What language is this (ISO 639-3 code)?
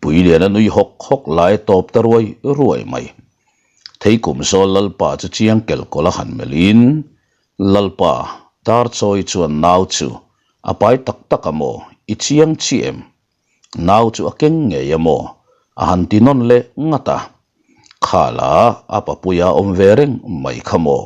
lus